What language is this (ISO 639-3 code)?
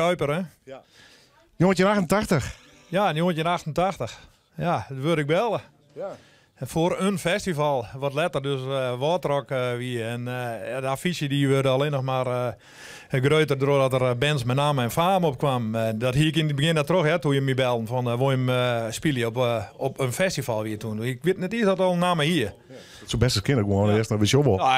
fry